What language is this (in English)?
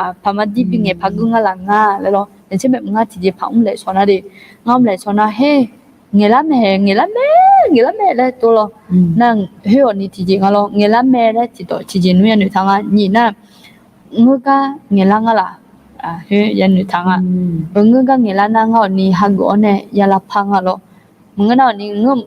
Akha